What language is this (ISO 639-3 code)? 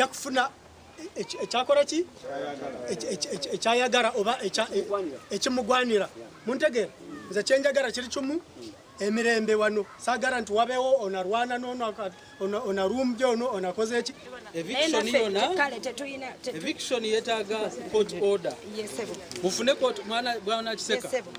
nyn